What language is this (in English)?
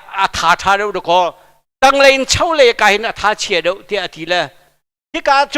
Hakha Chin